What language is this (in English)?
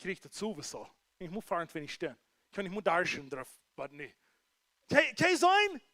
Plautdietsch